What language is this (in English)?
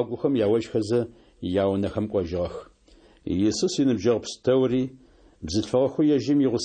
Adyghe